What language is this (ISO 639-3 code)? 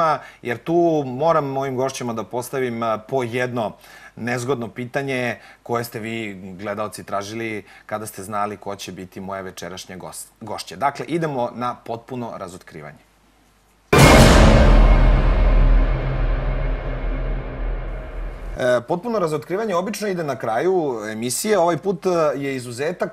srp